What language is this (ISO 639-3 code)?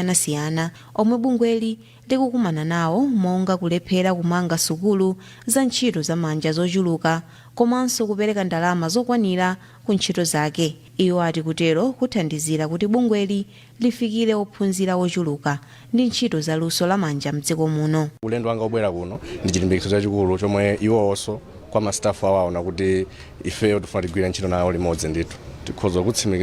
nya